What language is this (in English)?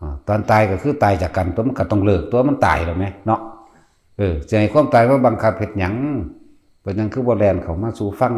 Northeastern Thai